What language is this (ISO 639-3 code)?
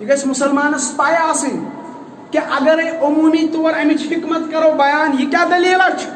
kas